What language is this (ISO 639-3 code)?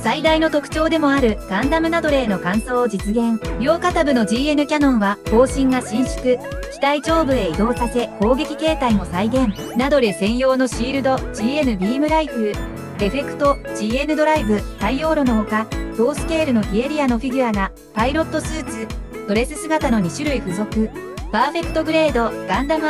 jpn